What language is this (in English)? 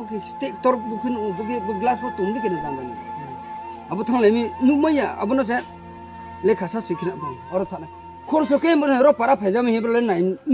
Riang (India)